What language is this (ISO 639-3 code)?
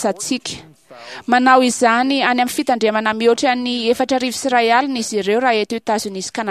mlg